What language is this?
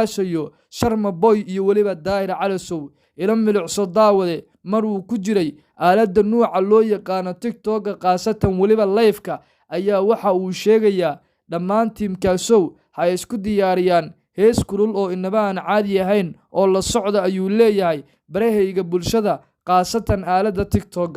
Somali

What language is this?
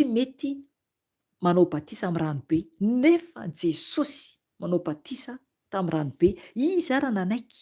Malagasy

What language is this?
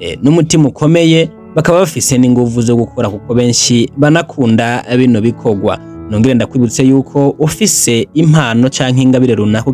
Rundi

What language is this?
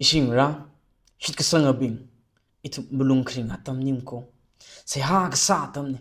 Tangkhul Naga (India)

